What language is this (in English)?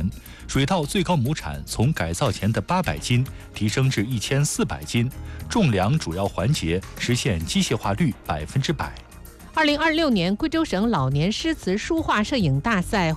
Chinese